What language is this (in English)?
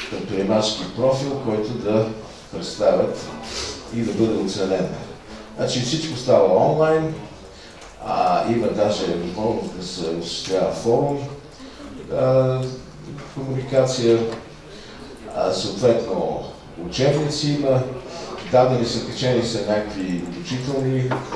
Bulgarian